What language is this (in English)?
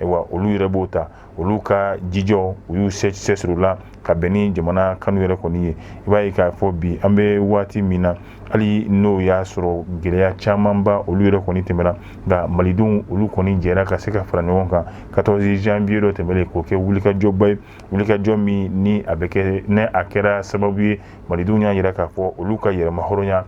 Bambara